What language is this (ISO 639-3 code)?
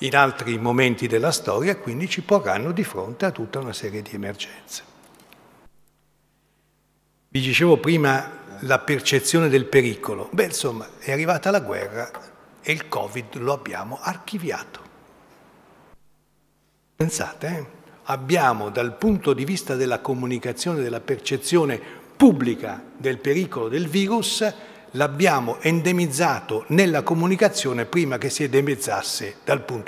ita